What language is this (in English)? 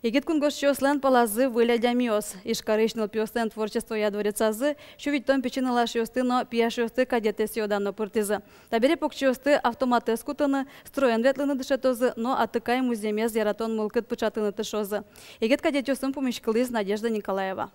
Udmurt